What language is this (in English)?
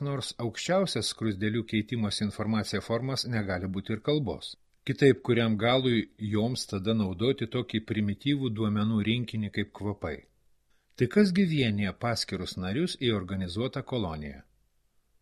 Lithuanian